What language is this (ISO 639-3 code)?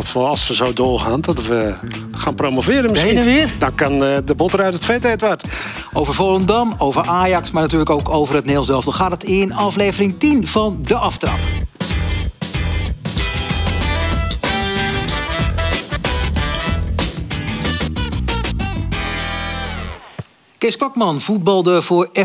nld